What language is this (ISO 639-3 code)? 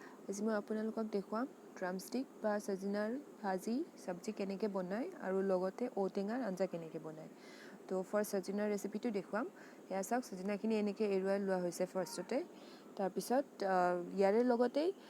asm